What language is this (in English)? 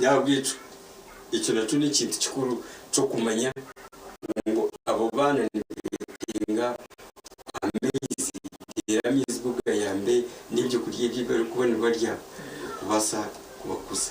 Nyankole